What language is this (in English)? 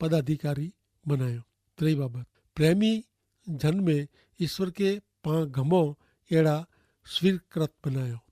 Kachhi